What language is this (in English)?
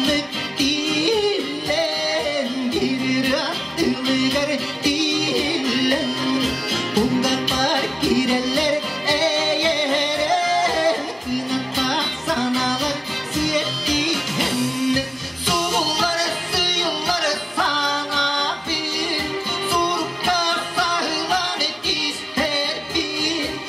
Yakut